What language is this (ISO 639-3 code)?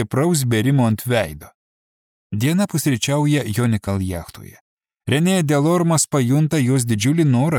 lit